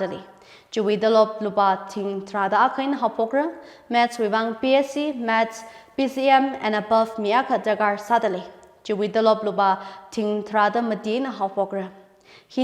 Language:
Tangkhul Naga (India)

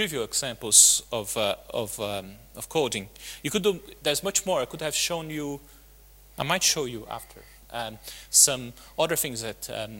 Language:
English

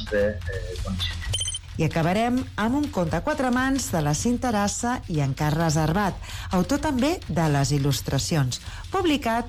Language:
Catalan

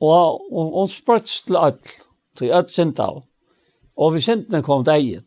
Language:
Faroese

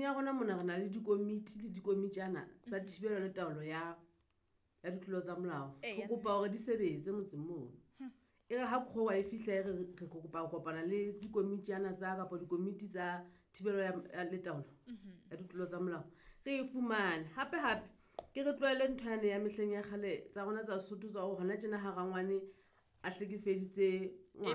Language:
Southern Sotho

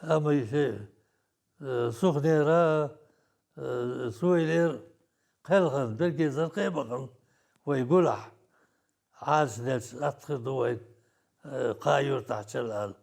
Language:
Chechen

